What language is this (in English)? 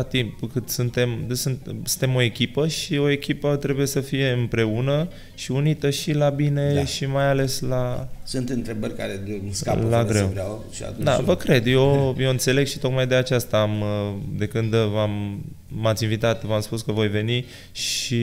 Romanian